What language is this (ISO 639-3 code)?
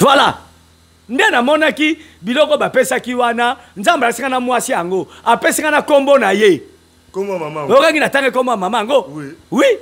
lin